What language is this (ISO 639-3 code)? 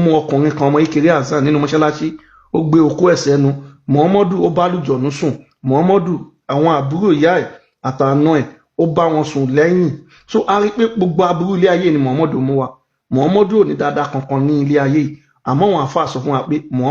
yor